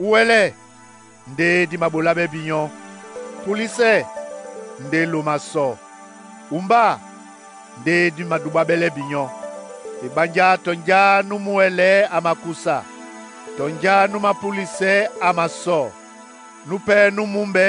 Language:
Duala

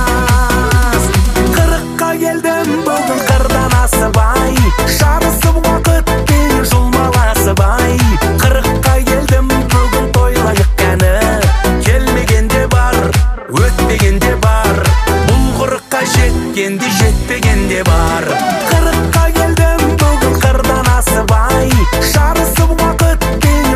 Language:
Kazakh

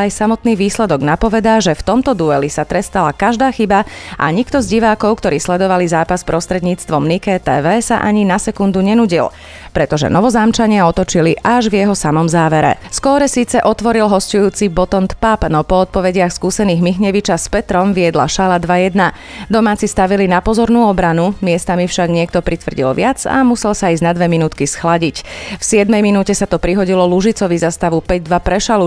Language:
Slovak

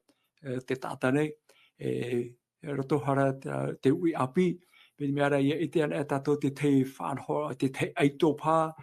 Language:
Tahitian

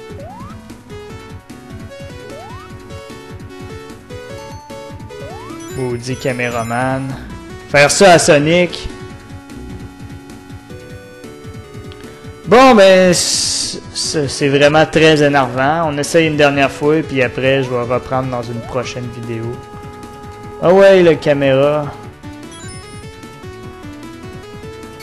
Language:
French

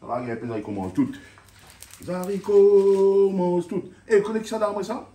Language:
Réunion Creole French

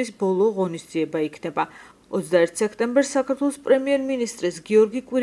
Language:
Georgian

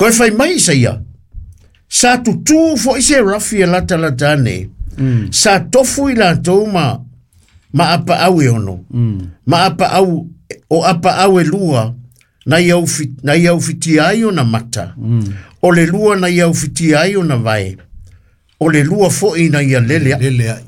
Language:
Samoan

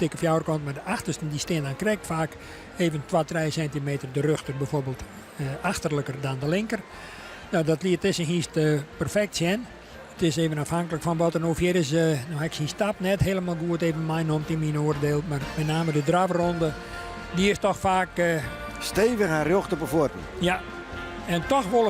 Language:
Western Frisian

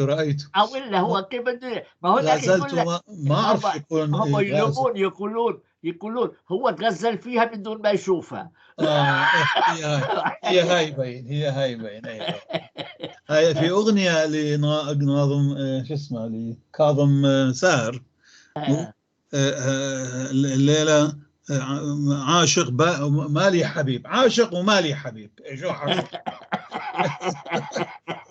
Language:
North Levantine Arabic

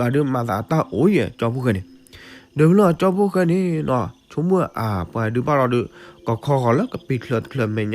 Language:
S'gaw Karen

